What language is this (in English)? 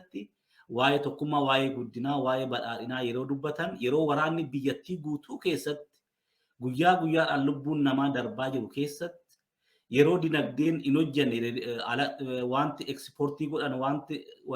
Oromo